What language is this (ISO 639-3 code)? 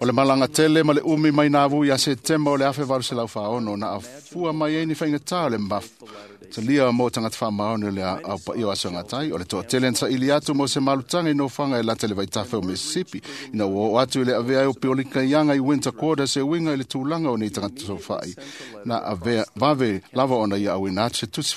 smo